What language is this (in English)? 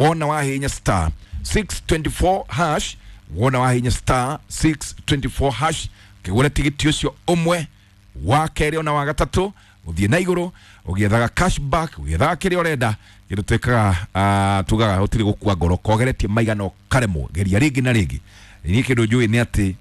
Kikuyu